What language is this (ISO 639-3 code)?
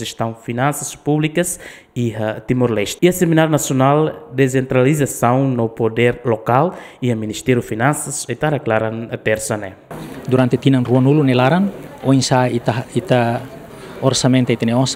tet